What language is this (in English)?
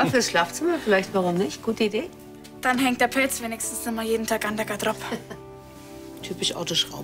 Bavarian